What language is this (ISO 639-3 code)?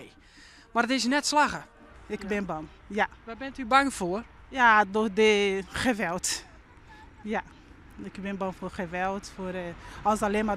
fry